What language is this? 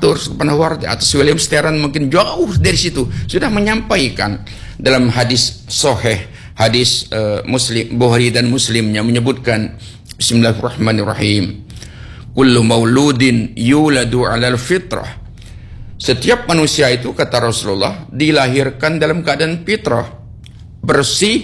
Indonesian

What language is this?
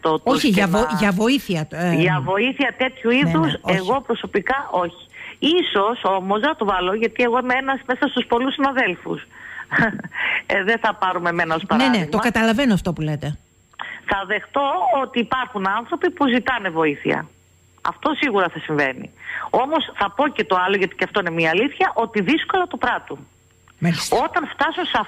Greek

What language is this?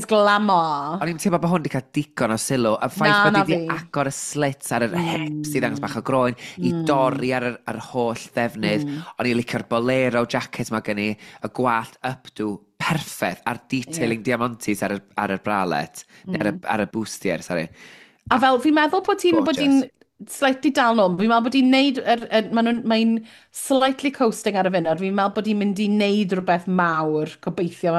Welsh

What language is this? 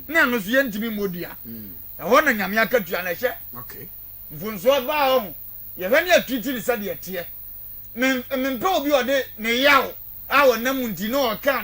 Akan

